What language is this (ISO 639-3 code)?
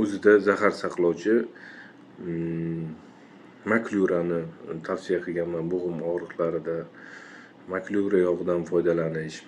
uzb